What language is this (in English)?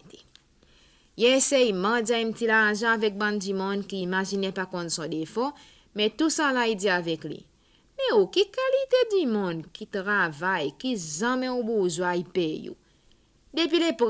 Seselwa Creole French